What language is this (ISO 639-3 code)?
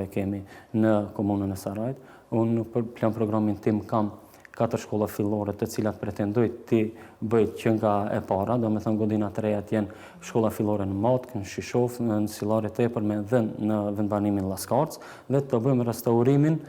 sqi